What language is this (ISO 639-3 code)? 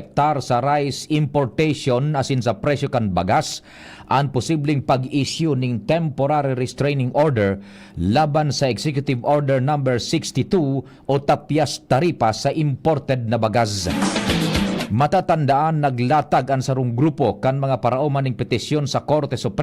bik